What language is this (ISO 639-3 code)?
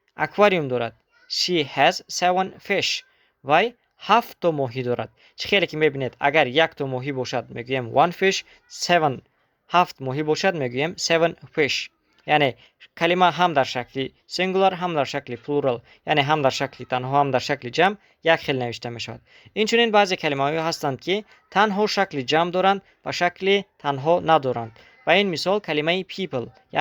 tgk